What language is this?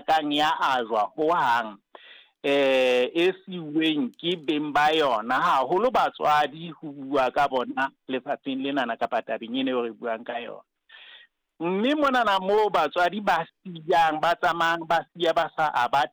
Southern Sotho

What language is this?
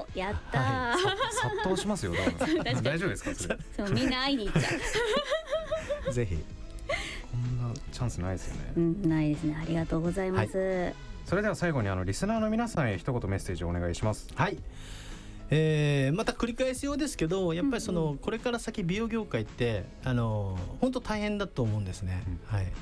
Japanese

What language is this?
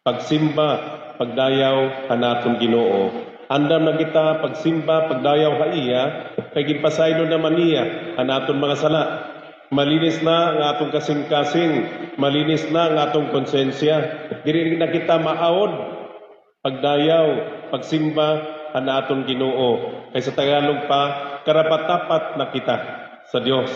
Waray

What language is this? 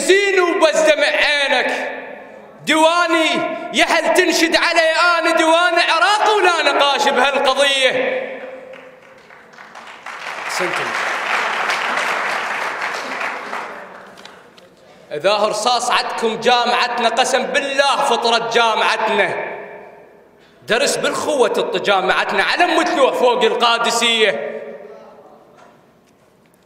Mesopotamian Arabic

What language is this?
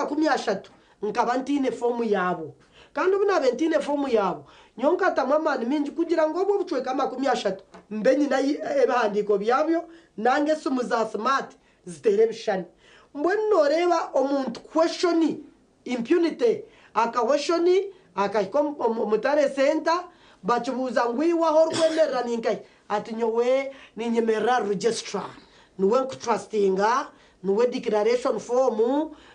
Nyankole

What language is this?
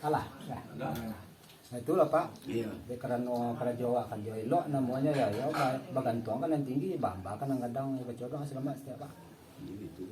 Minangkabau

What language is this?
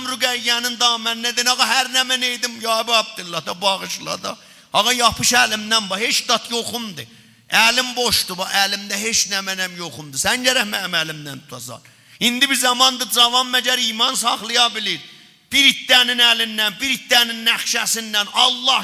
South Azerbaijani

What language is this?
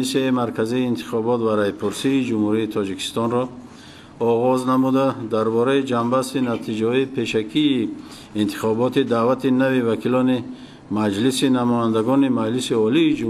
Tajik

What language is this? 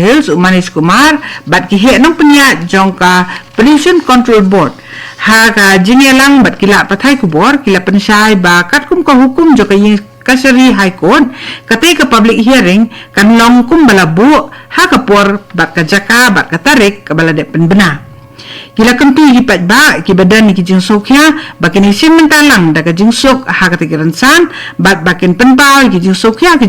Khasi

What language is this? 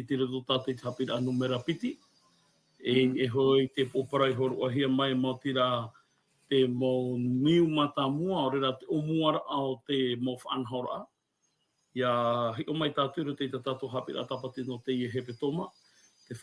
Tahitian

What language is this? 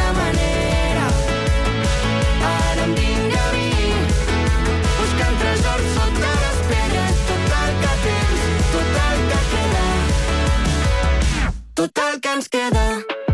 Catalan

